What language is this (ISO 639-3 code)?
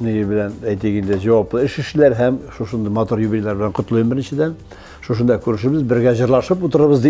tat